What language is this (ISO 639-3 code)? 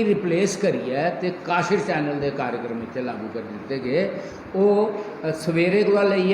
doi